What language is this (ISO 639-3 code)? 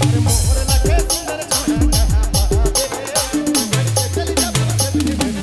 sck